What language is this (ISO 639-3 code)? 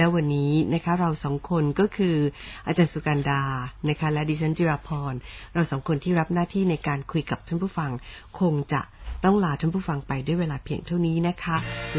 tha